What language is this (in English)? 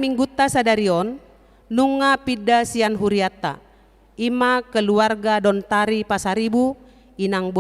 Batak Toba